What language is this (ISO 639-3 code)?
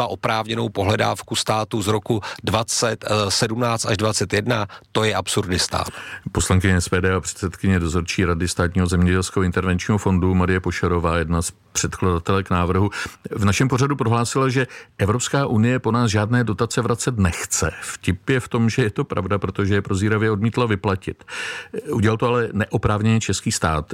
ces